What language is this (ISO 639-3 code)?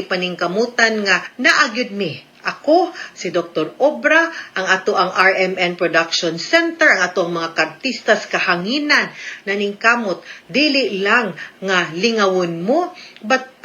ceb